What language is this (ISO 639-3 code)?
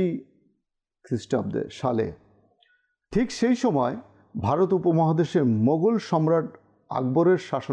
ben